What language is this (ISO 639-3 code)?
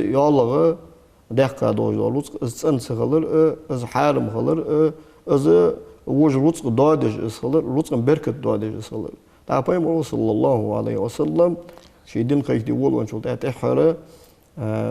inh